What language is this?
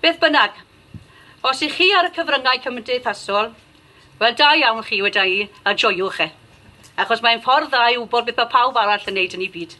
Welsh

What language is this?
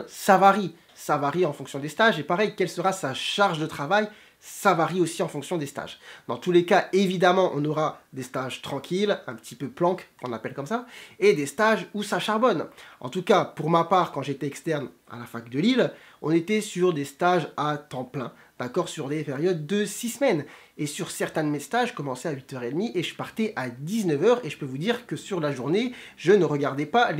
French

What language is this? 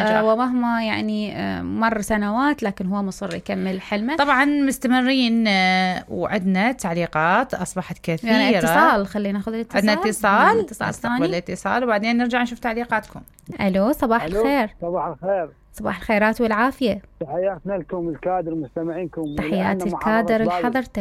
Mesopotamian Arabic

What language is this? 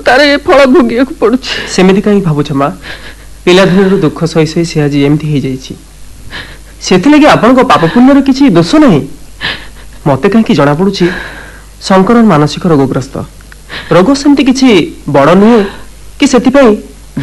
Odia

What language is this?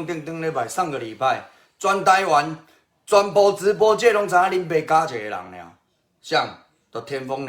Min Nan Chinese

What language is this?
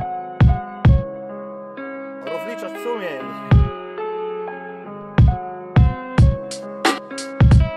Polish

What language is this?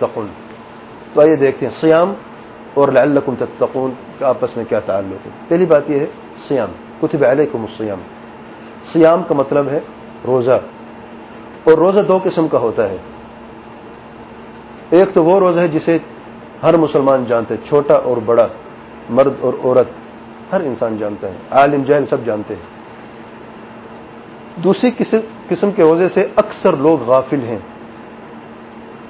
Urdu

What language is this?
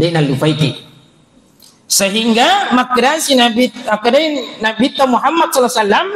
Buginese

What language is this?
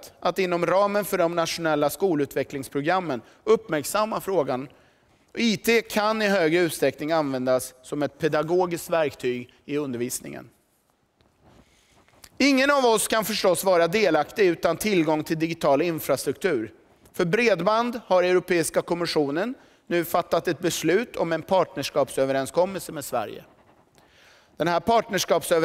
Swedish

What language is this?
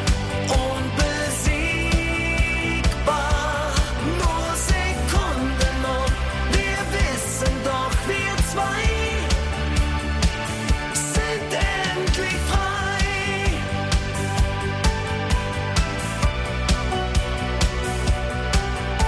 German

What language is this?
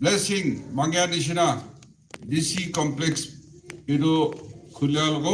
Naga Pidgin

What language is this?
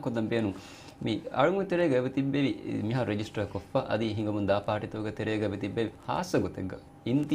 Divehi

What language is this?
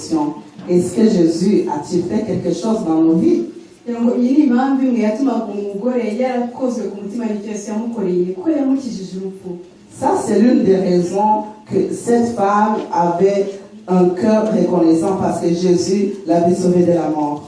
Kinyarwanda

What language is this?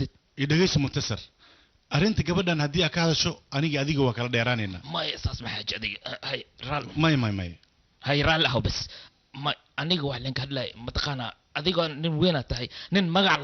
Somali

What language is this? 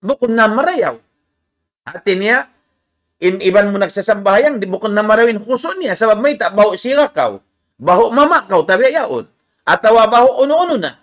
Tausug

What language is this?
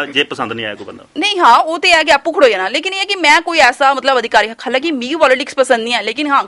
Dogri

